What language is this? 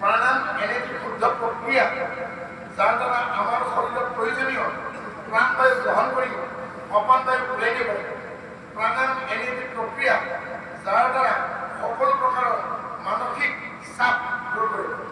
Assamese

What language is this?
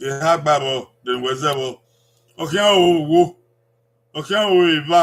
Bini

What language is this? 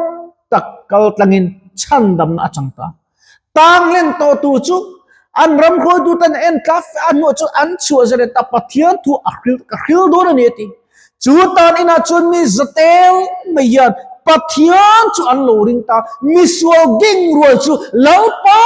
Mizo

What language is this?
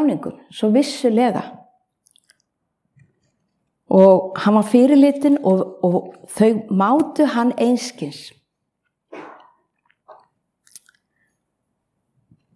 Icelandic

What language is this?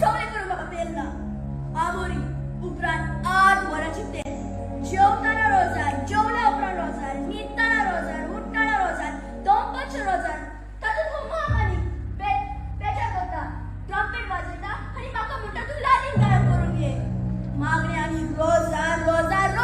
Konkani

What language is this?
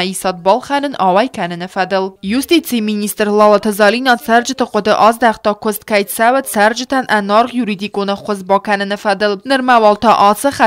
Ossetic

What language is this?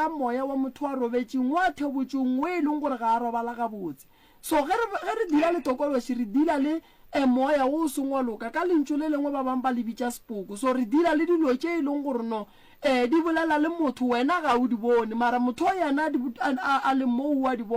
Northern Sotho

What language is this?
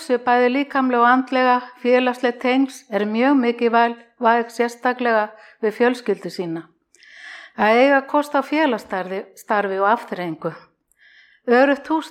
Icelandic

